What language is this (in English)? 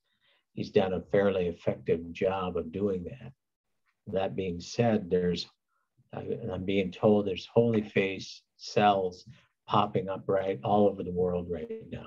English